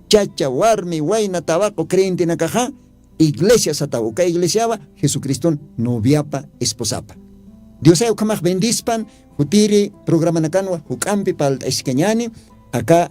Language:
Aymara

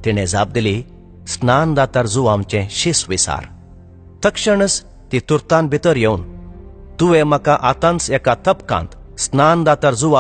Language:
Konkani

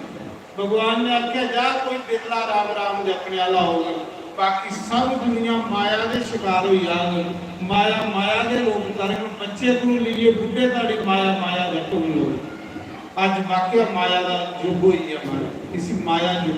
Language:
Dogri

